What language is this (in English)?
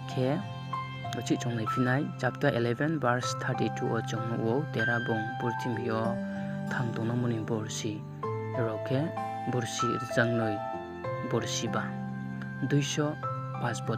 Riang (India)